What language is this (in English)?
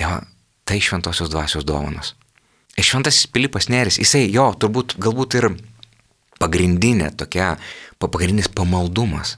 Lithuanian